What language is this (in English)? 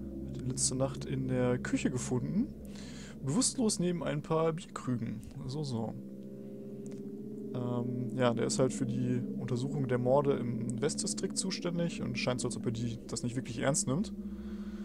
German